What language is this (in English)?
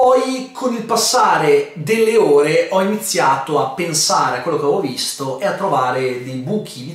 Italian